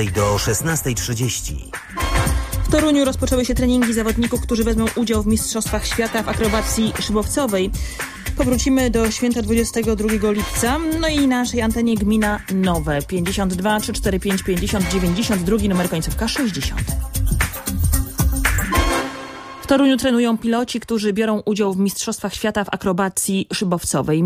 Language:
Polish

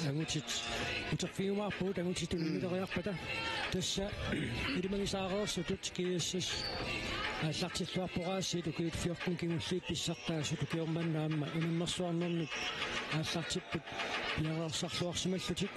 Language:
Kalaallisut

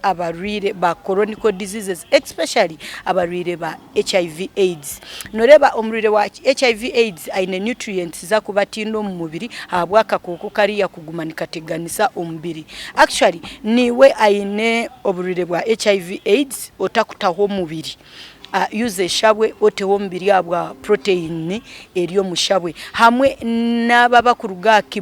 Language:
Nyankole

